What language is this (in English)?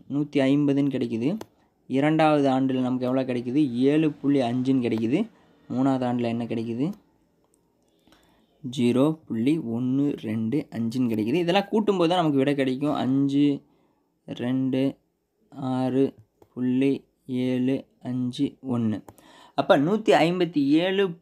Tamil